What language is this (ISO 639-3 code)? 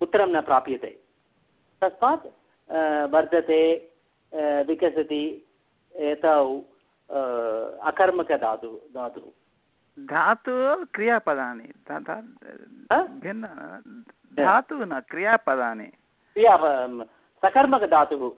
san